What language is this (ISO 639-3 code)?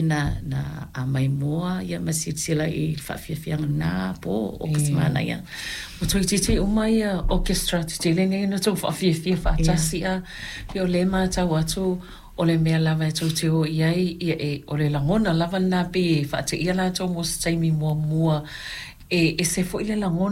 smo